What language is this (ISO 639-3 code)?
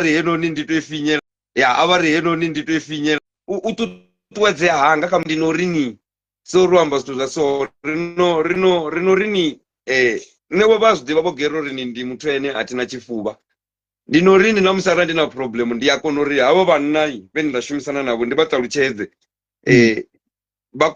ven